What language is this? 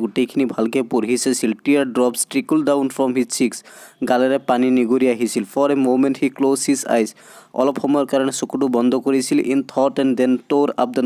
Assamese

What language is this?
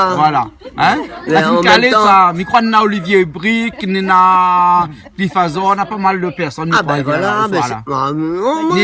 Réunion Creole French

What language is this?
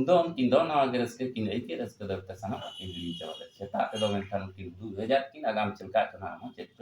Santali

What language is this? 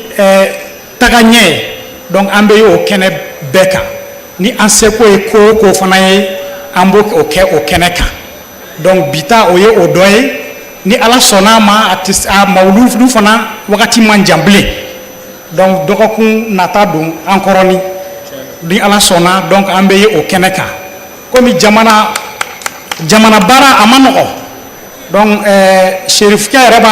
Bambara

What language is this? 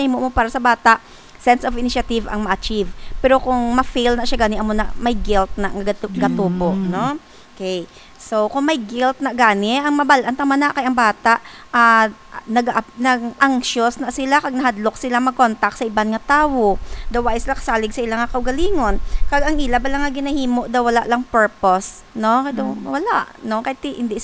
Hiligaynon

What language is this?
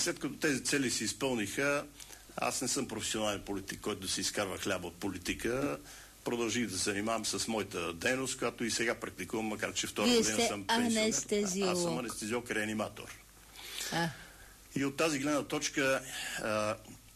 Bulgarian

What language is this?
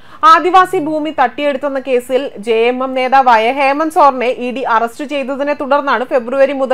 Malayalam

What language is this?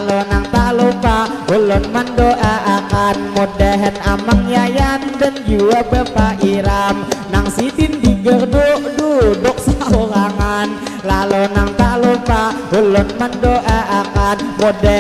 Banjar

